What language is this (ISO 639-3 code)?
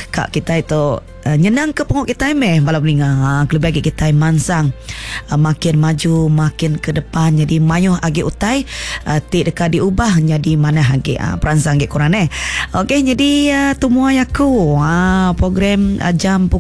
iba